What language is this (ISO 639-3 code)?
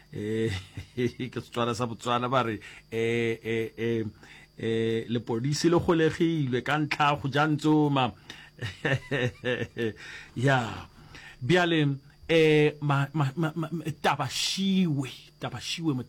nso